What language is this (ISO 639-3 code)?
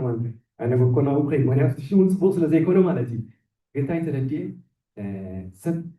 tir